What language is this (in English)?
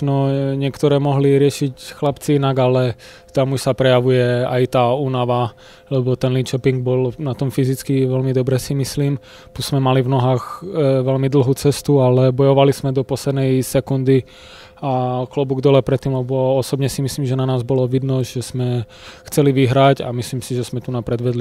Slovak